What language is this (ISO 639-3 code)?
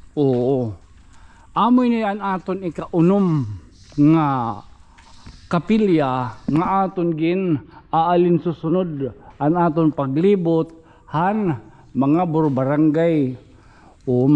war